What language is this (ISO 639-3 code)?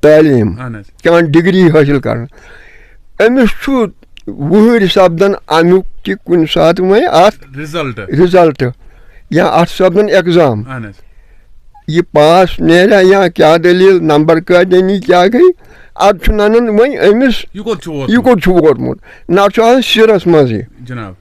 kas